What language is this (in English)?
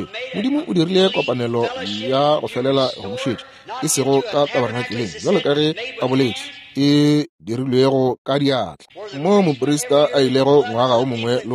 Northern Sotho